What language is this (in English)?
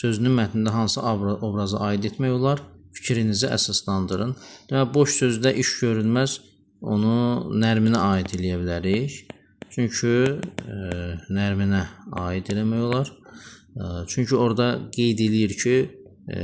Azerbaijani